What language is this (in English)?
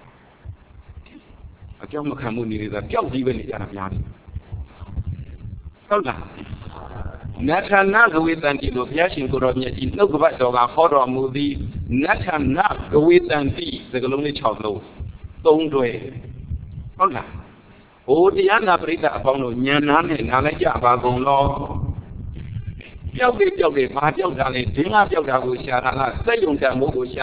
Burmese